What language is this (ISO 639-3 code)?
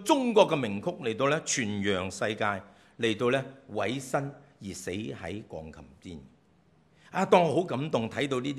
yue